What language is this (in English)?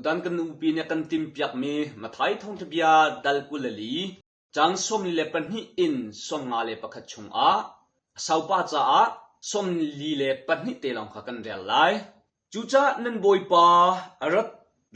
Hakha Chin